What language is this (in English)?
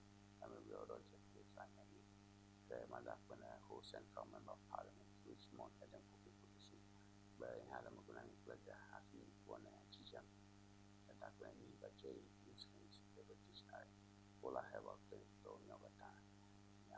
Ewe